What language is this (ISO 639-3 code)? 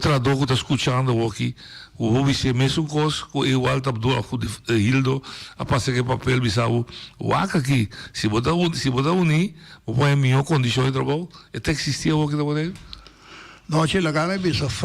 pap